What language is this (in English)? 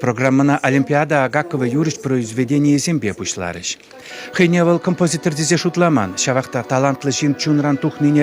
Chuvash